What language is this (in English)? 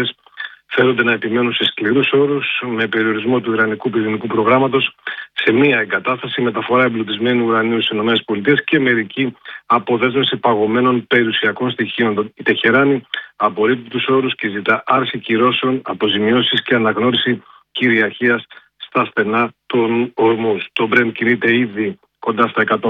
Greek